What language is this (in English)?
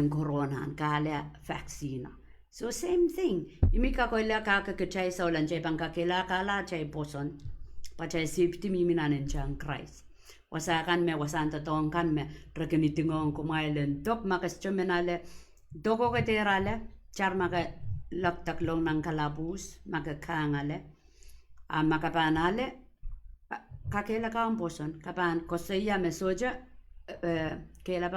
Pohnpeian